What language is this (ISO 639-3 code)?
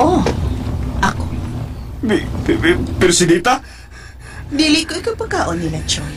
ceb